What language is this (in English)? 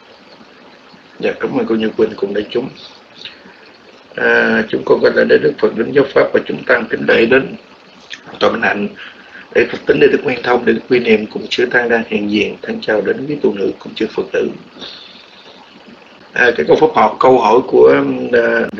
Vietnamese